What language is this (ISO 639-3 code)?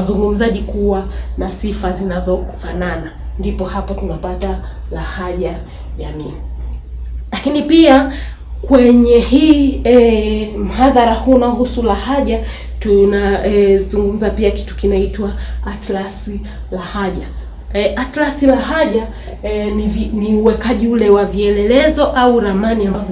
swa